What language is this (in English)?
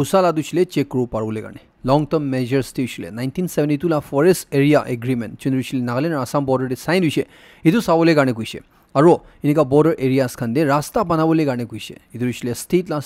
Naga Pidgin